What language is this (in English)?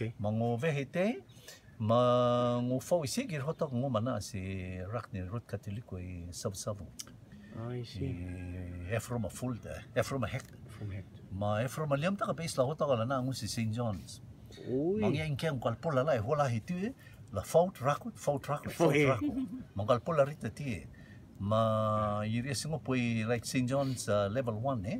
Rotuman